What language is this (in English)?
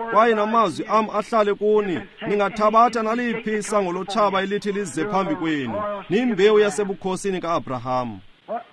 Xhosa